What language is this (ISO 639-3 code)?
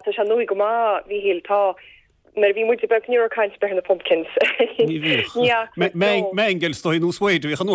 gle